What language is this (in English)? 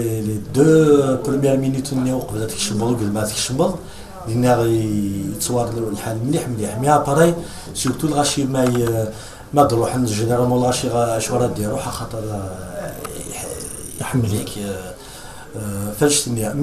Kabyle